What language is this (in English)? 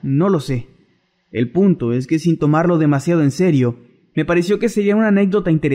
Spanish